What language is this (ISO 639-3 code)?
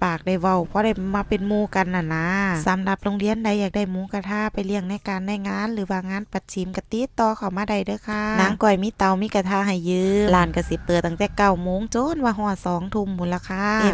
tts